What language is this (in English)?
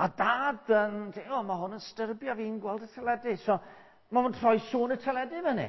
Welsh